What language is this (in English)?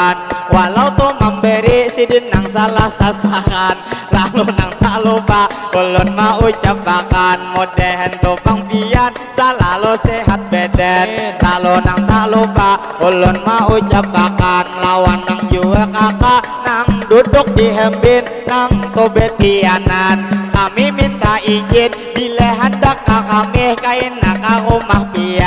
Banjar